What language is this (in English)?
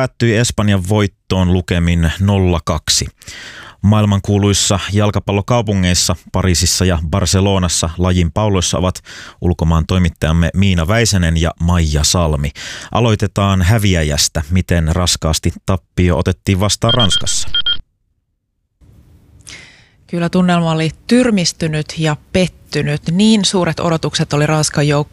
Finnish